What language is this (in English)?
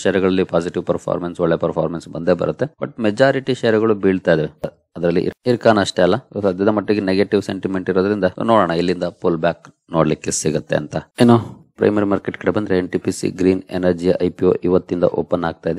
Kannada